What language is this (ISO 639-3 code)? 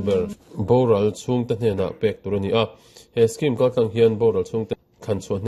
lus